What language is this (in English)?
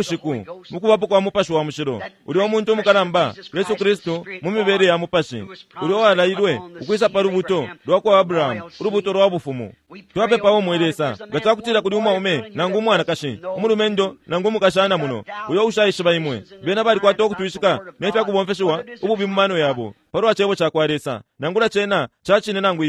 Bemba